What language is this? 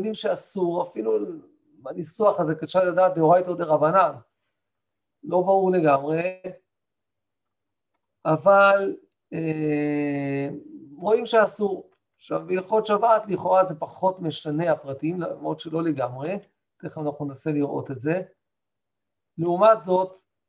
Hebrew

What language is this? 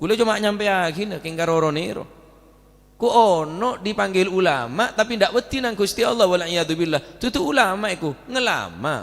Madurese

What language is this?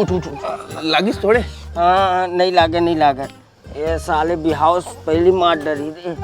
Chhattisgarhi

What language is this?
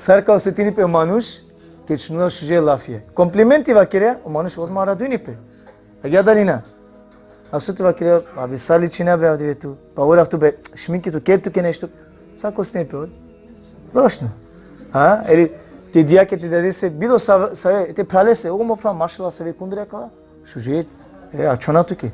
Balkan Romani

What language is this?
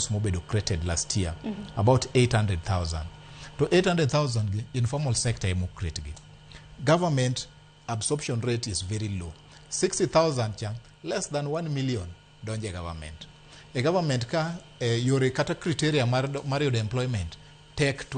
Luo (Kenya and Tanzania)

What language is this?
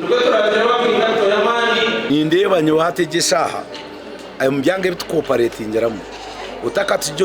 Nyankole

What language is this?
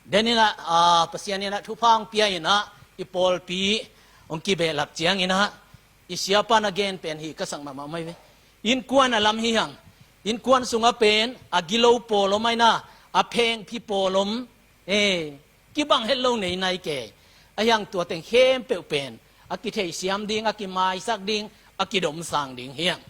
Tedim Chin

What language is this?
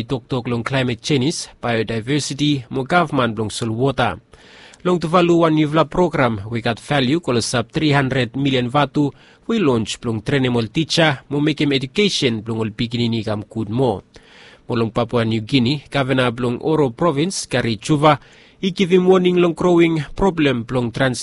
Bislama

